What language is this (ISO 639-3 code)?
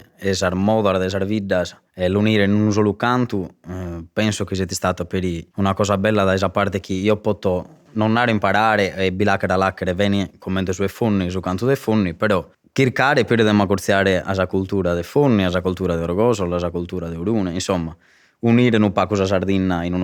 srd